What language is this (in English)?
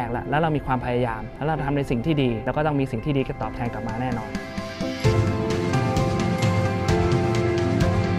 Thai